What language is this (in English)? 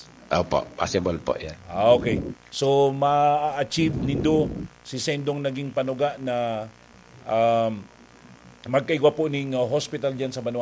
Bikol